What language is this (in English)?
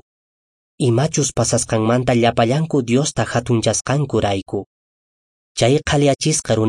Quechua